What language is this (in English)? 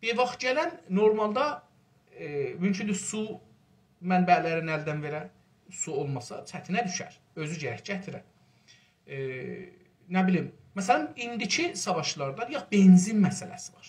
South Azerbaijani